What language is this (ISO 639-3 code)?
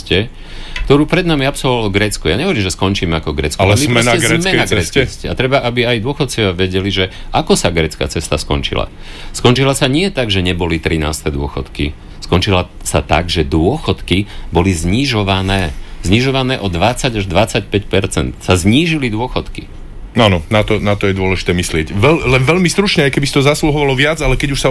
slk